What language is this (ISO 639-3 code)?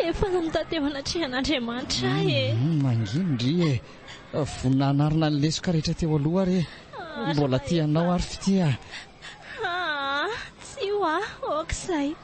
mlg